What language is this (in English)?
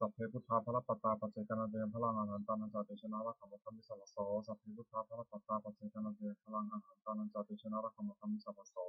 Pali